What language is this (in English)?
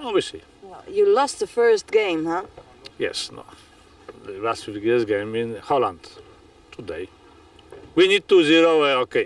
Western Frisian